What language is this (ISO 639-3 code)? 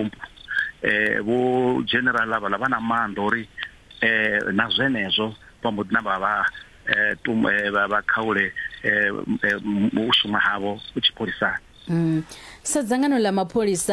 ven